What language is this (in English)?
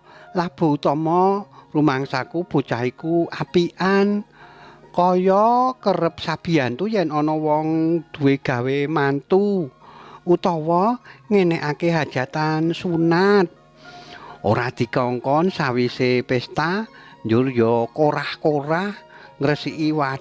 Javanese